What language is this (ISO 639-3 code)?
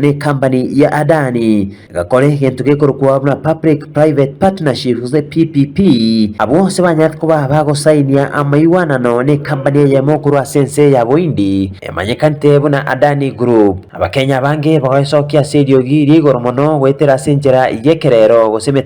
guz